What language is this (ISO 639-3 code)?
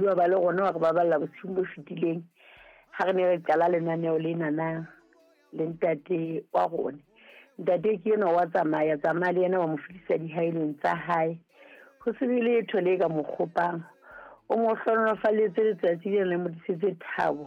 sot